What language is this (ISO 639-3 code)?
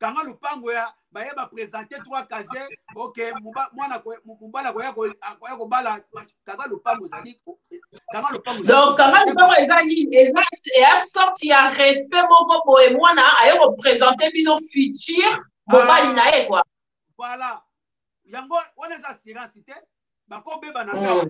lin